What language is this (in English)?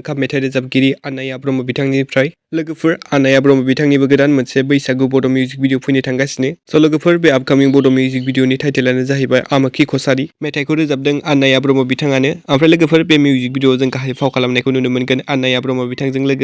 Bodo